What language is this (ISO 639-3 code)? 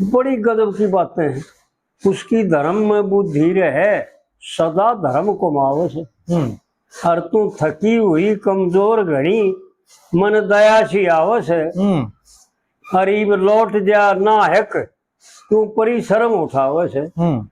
bgc